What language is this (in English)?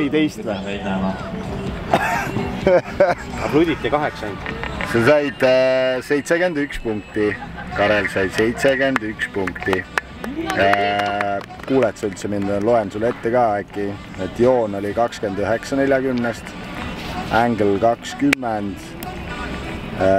Estonian